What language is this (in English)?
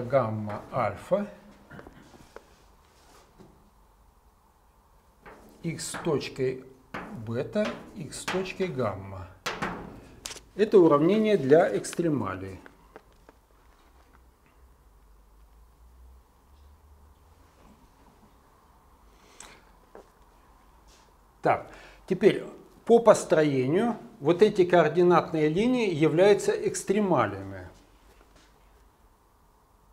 Russian